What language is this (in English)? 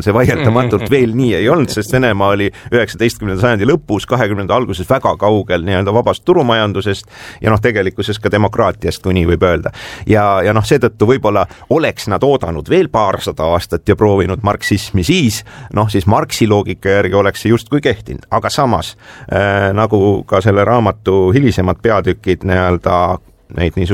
Estonian